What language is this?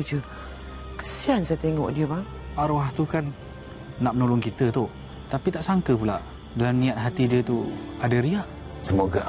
Malay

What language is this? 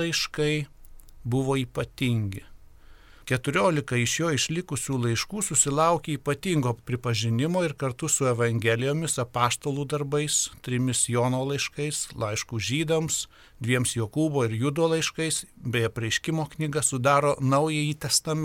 Lithuanian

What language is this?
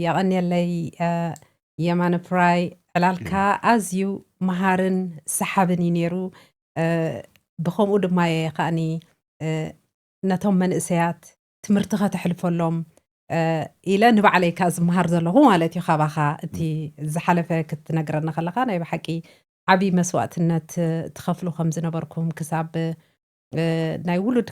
Tigrinya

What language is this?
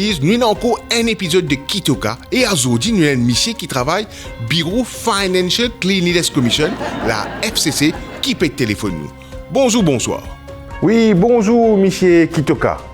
Morisyen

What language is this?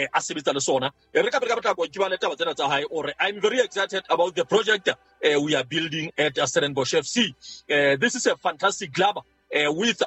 Southern Sotho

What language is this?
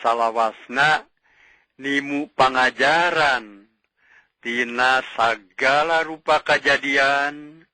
Sundanese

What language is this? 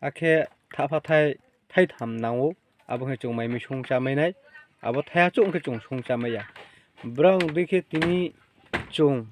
Riang (India)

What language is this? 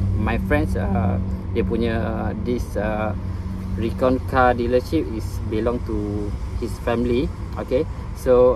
Malay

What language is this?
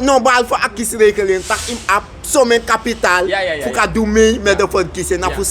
Sranan Tongo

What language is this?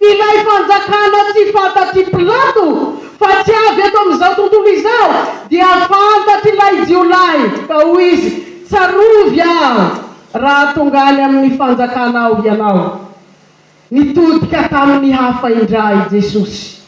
Malagasy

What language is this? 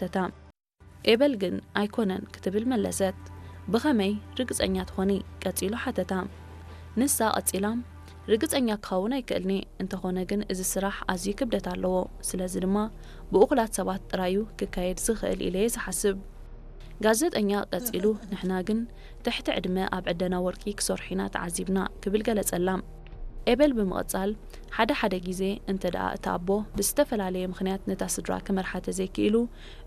Tigrinya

